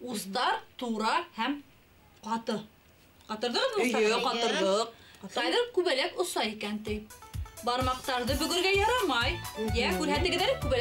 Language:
Bashkir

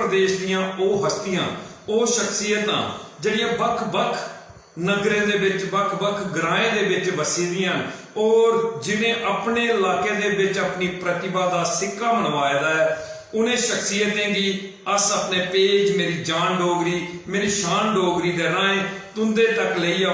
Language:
Dogri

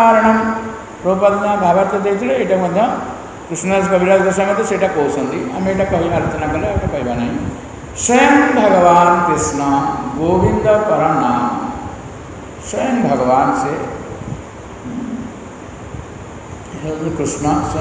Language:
Odia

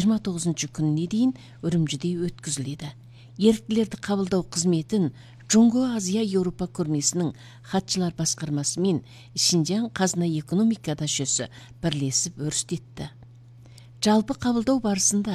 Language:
Kazakh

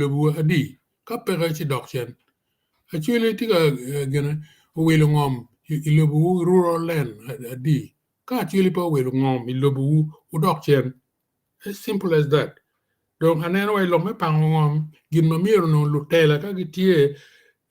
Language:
Acoli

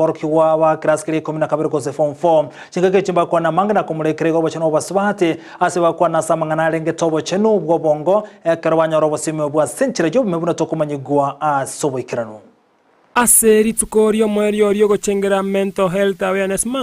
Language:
Gusii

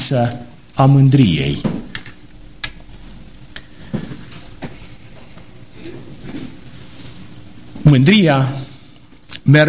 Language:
Romanian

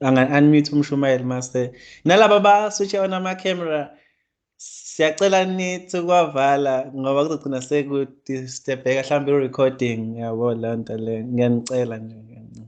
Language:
Zulu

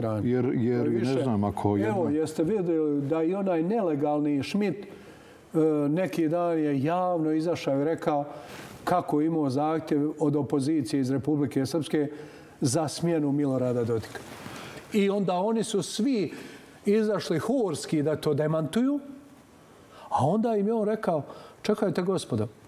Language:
Bosnian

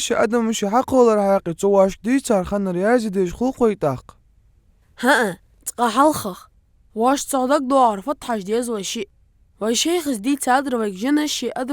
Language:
Ingush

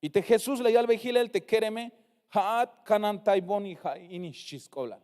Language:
Tzeltal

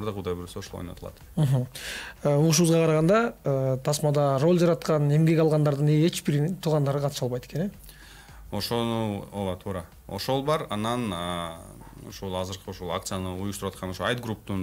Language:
Kyrgyz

